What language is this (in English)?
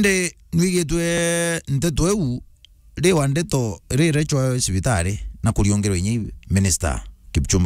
Meru